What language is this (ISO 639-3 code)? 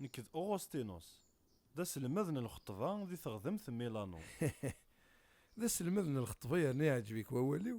kab